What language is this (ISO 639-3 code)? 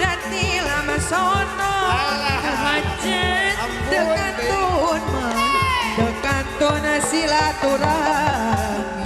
sun